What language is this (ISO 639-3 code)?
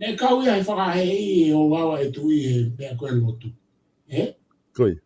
ton